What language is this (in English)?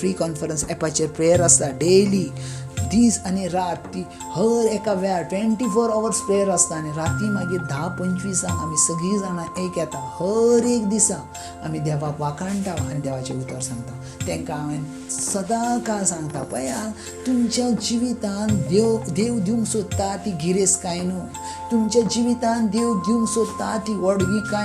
Konkani